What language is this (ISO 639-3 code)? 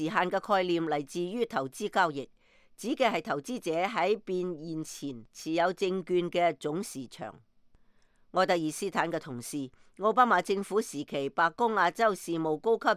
yue